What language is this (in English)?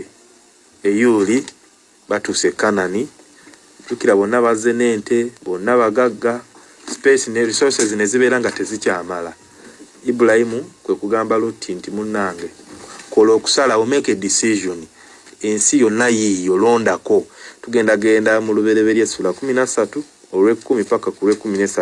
Ganda